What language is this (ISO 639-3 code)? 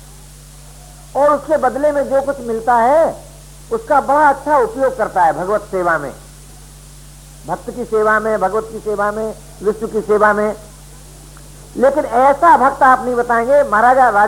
hin